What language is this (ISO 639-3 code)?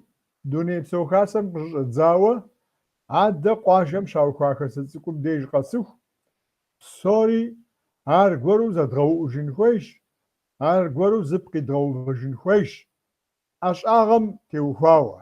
kbd